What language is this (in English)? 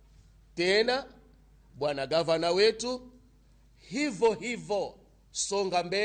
Luo (Kenya and Tanzania)